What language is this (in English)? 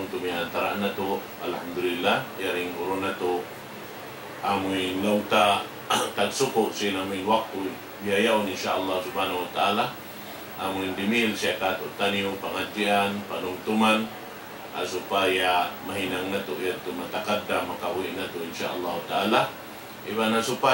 Tausug